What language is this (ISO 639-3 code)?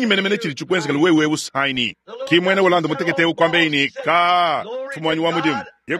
lua